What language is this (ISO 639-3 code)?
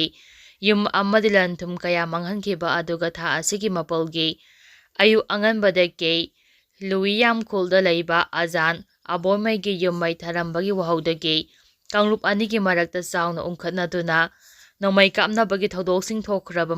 mni